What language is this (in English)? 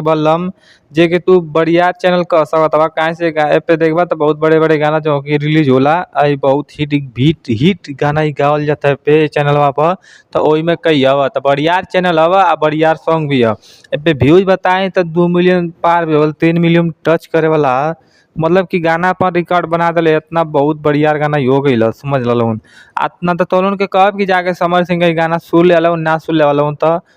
Bhojpuri